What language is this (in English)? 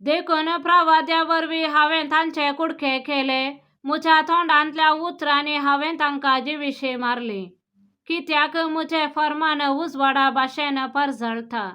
Konkani